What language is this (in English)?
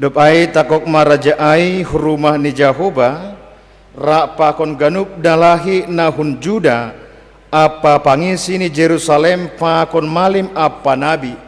Batak Simalungun